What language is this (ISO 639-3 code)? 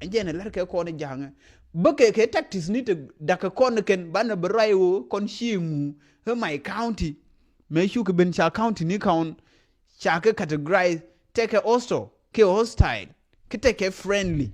nus